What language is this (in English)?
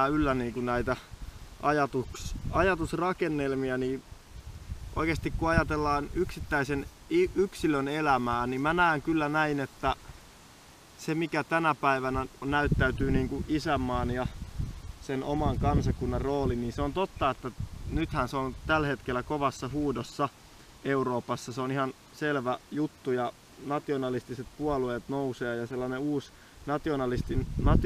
Finnish